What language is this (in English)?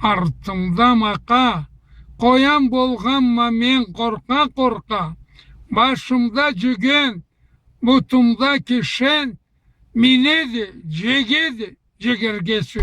Karachay-Balkar